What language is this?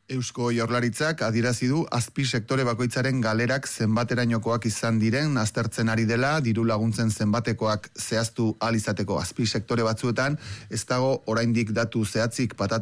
Basque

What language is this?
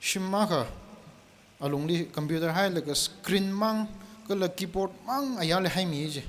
Tangkhul Naga (India)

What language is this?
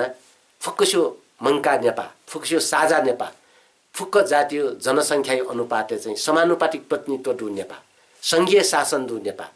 Newari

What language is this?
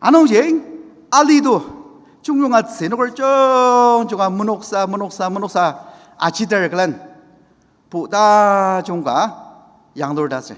Ao Naga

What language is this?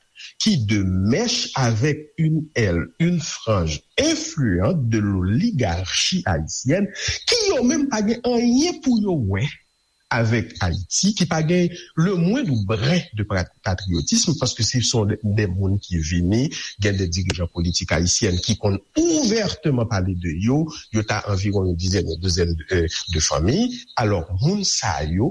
Haitian Creole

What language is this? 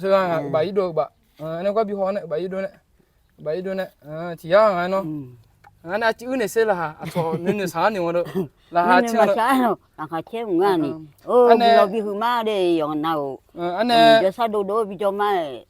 Akha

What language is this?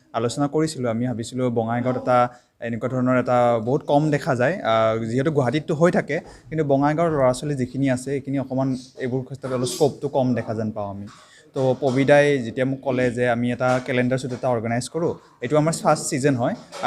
Assamese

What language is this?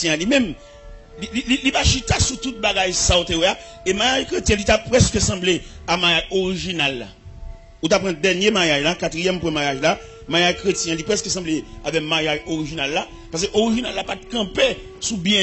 Haitian Creole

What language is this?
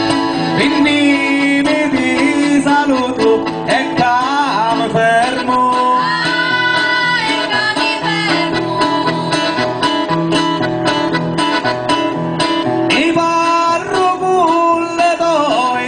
Italian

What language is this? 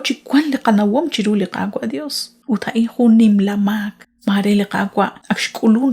Kekchí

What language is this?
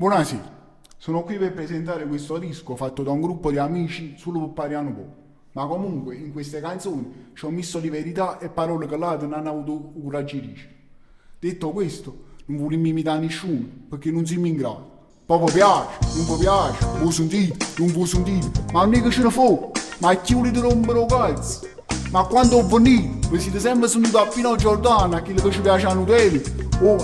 Neapolitan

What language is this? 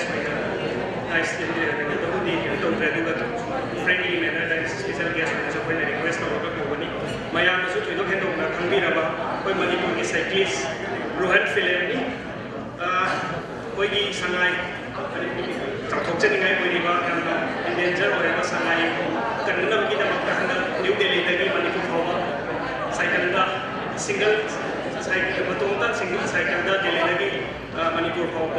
Manipuri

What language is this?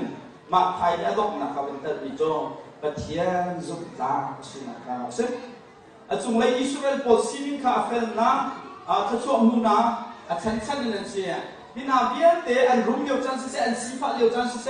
Hakha Chin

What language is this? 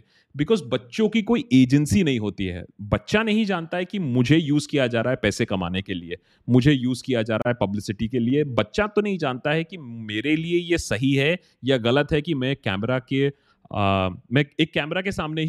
Hindi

